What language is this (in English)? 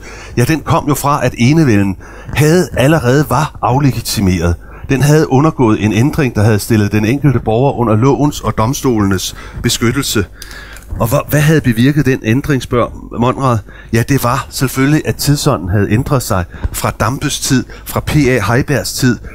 Danish